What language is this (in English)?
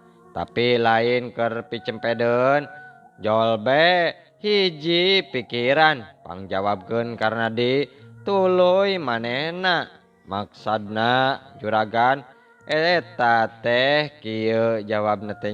Sundanese